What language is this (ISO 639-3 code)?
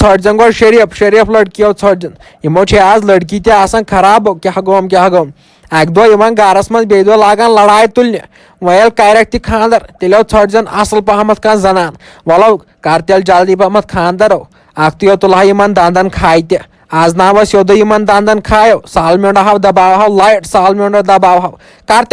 kas